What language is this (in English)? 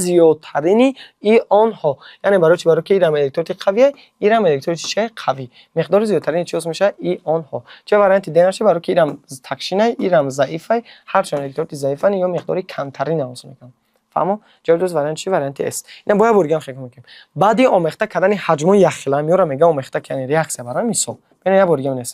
Tajik